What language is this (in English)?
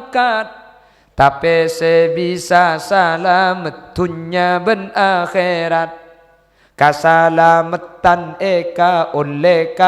Madurese